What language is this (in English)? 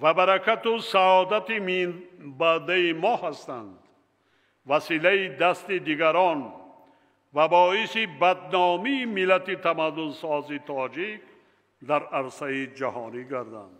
Tajik